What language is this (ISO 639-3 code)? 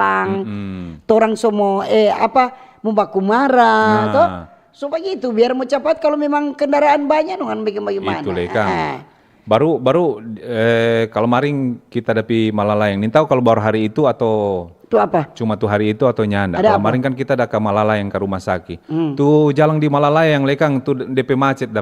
xmm